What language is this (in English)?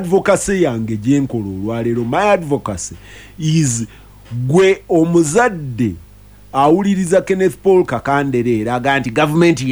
Ganda